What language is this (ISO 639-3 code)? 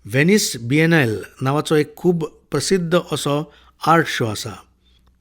kok